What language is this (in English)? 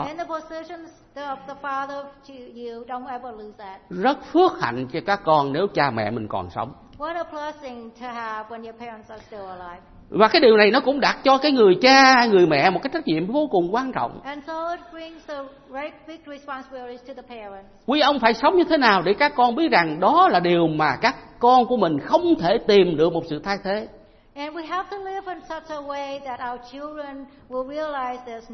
Vietnamese